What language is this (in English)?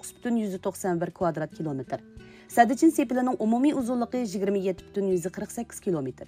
Uyghur